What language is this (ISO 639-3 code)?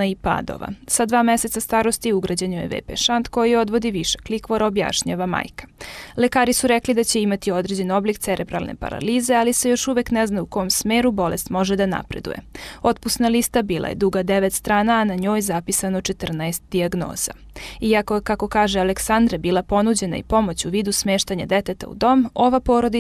srp